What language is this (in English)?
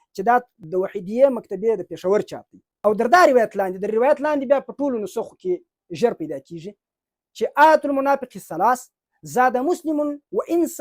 Pashto